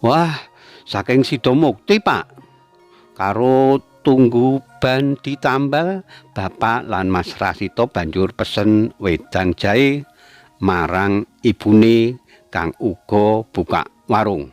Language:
Javanese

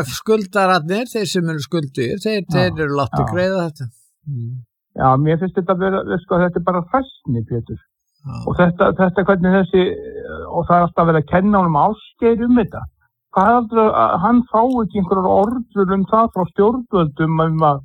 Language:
Icelandic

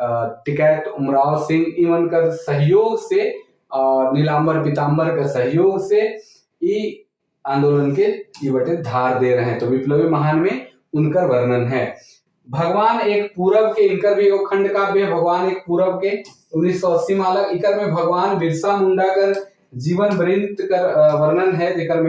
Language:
Sadri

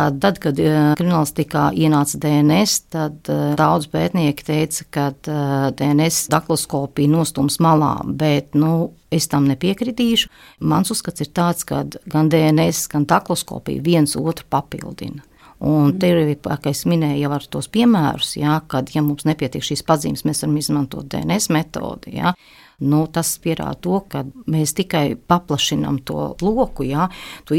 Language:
Latvian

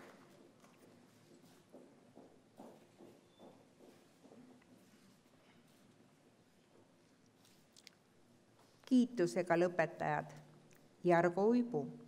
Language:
Estonian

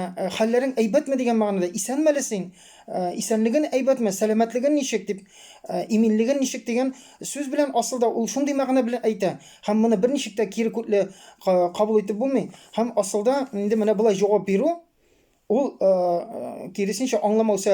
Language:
Tatar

